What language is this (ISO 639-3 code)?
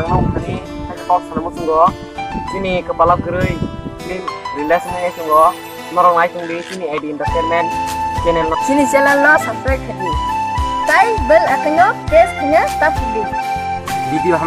trp